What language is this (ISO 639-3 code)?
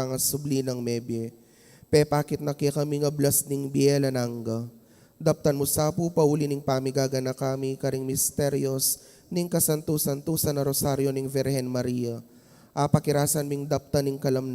pam